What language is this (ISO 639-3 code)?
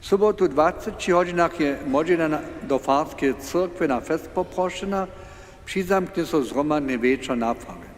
hsb